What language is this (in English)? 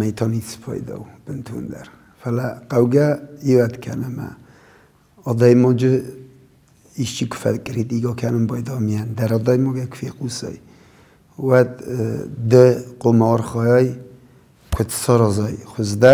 Ossetic